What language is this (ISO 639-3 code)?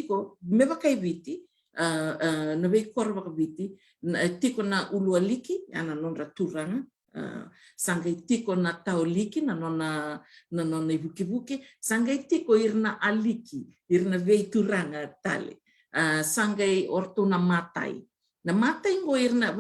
fij